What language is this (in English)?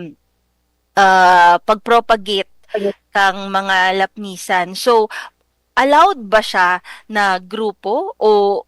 Bikol